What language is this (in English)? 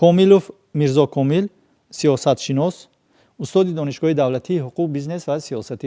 Tajik